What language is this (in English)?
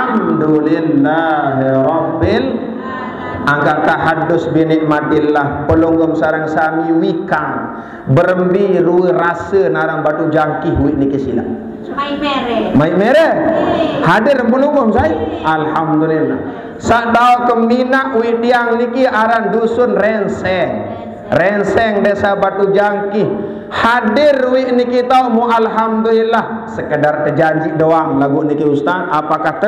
Sasak